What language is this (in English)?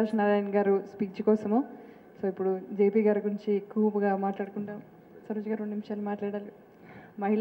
Telugu